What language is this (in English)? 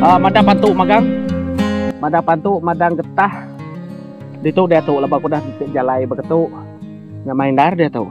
Iban